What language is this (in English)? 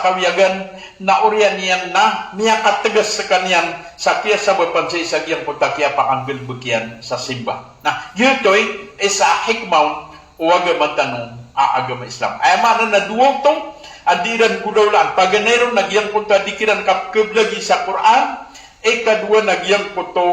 Maranao